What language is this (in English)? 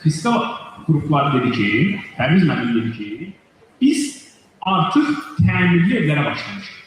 Azerbaijani